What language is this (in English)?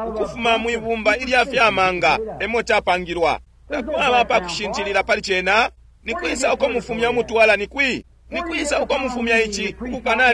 Bemba